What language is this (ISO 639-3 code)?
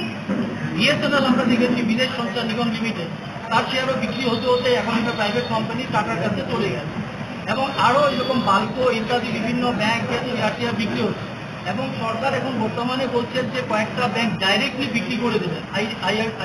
ben